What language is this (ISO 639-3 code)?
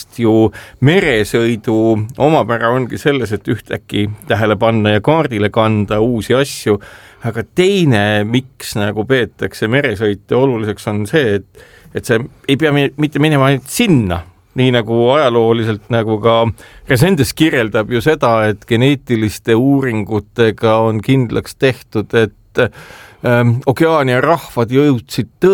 est